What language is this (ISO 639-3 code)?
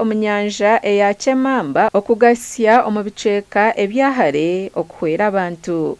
nyn